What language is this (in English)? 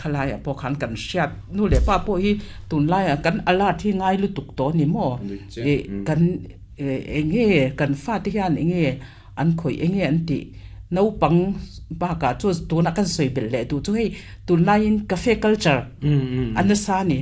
Mizo